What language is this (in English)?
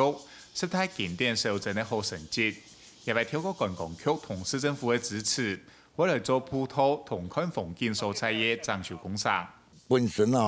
Hakka Chinese